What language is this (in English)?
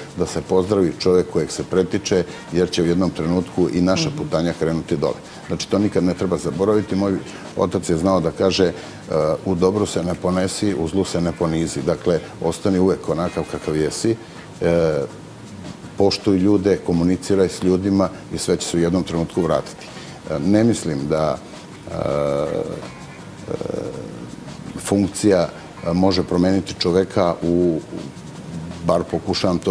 Serbian